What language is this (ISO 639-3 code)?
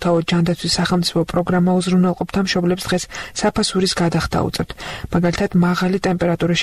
kat